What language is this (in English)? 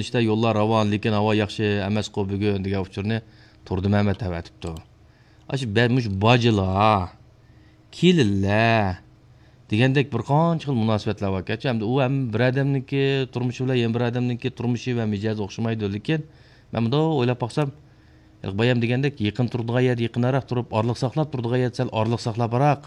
Uyghur